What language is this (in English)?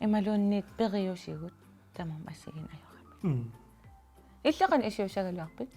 Kalaallisut